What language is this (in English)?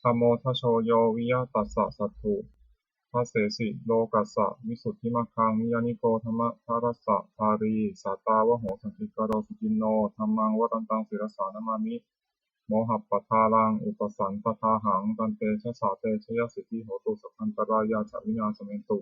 Pali